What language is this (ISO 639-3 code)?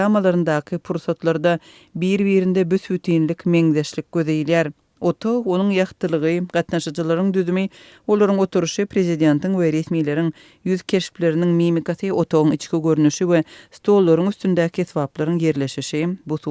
tuk